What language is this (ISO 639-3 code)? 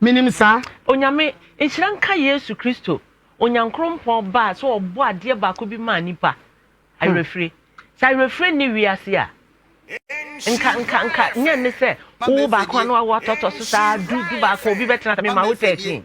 aka